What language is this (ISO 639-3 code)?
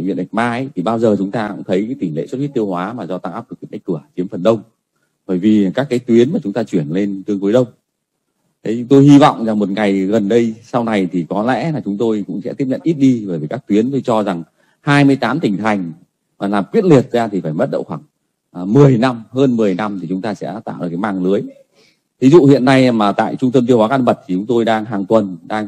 vie